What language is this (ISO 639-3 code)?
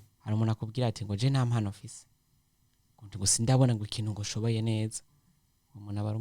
run